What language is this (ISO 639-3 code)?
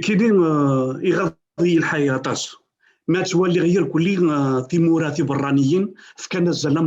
kab